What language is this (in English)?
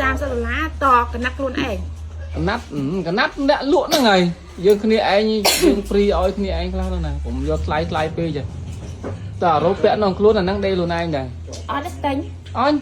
Khmer